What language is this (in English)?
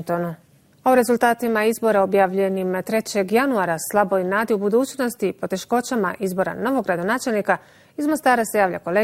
Bosnian